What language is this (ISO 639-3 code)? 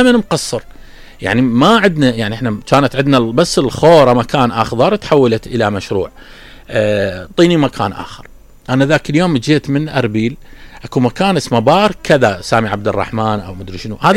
acm